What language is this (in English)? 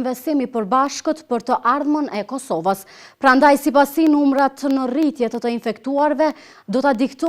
Albanian